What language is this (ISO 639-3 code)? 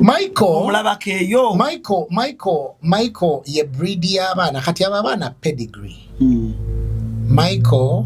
lug